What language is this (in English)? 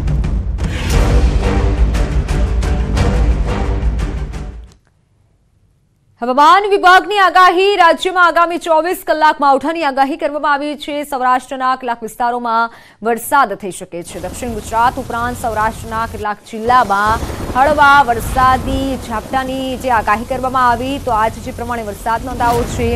Gujarati